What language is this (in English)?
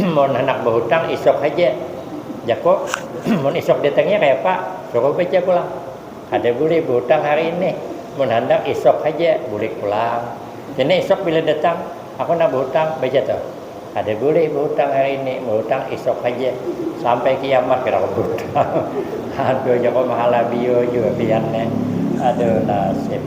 Banjar